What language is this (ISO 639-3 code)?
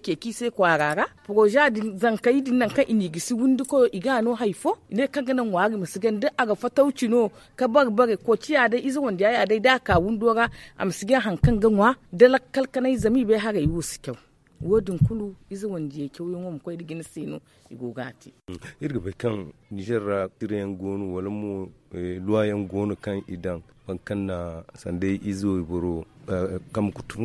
dje